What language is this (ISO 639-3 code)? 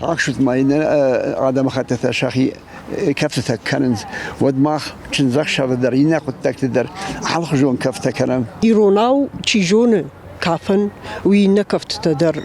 oss